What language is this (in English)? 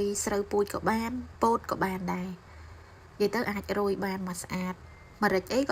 Khmer